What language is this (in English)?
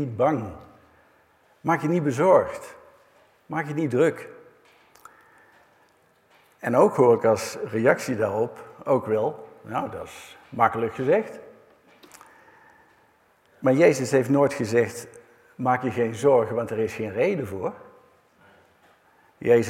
Dutch